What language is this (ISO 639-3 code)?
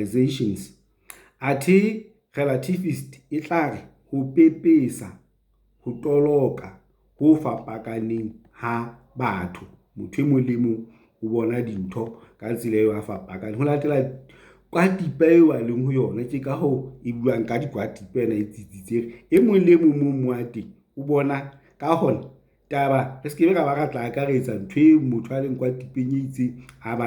sot